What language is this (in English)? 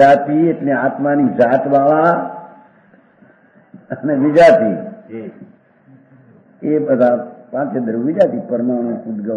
Gujarati